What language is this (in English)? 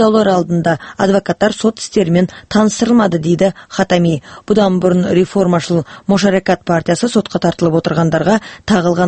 Kazakh